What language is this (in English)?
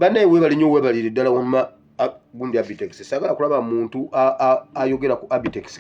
Ganda